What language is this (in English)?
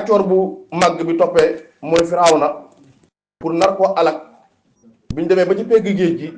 Wolof